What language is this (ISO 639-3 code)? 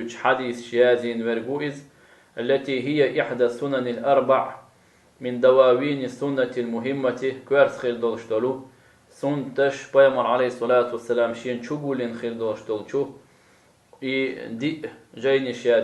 che